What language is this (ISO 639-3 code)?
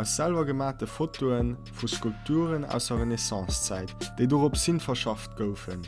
ltz